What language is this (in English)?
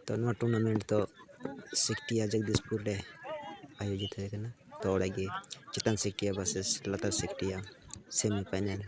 Santali